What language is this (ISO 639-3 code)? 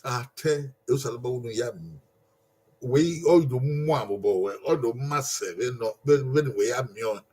bin